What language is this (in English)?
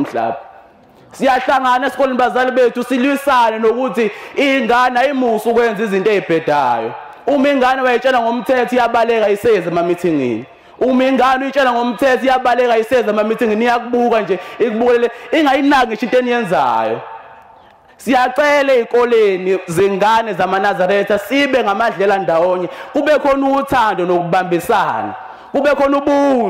Zulu